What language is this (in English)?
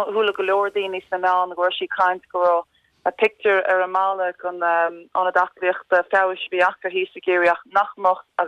Irish